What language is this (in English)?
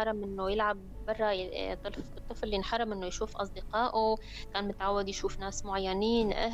North Levantine Arabic